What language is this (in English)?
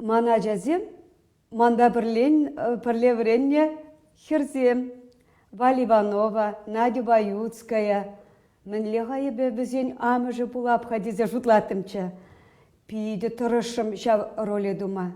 Chuvash